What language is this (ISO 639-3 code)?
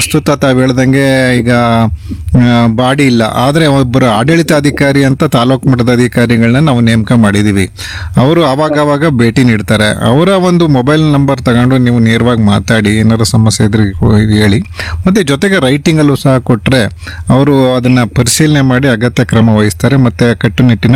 kan